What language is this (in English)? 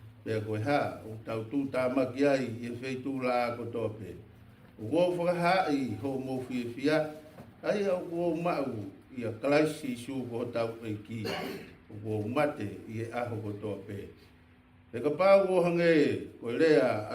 Tongan